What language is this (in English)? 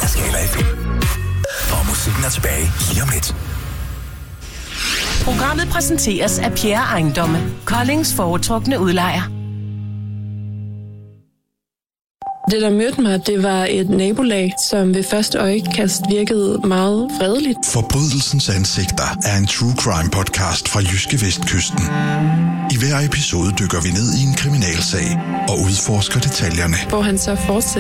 Danish